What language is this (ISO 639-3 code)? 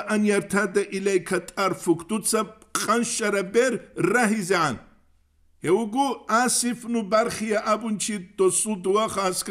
ava